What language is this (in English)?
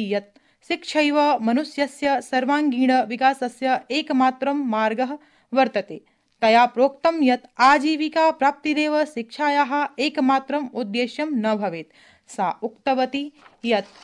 Sanskrit